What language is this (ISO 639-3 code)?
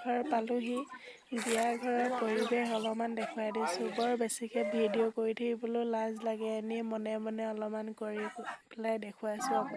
asm